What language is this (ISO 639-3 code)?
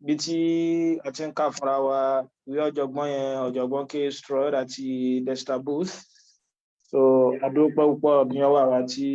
yor